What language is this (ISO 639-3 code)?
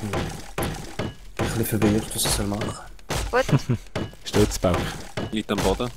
gsw